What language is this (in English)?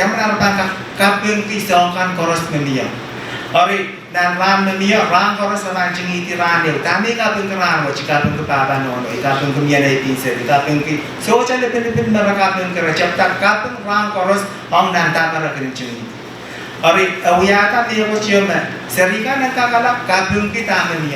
Pohnpeian